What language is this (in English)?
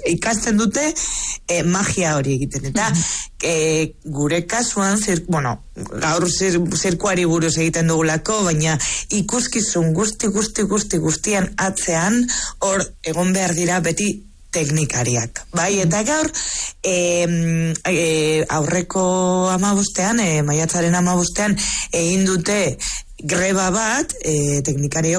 Basque